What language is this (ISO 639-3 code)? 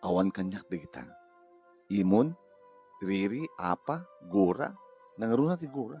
ilo